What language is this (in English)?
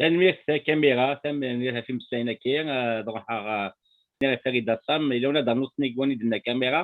Kabyle